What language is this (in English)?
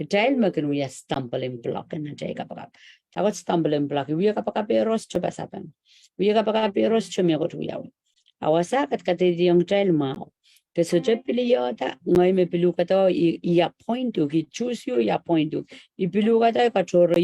Pohnpeian